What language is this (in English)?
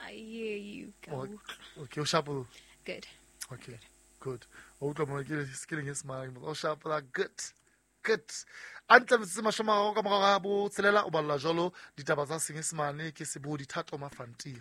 Southern Sotho